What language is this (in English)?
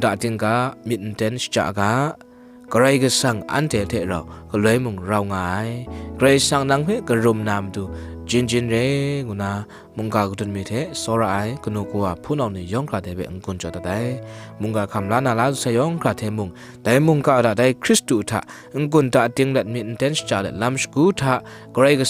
Kachin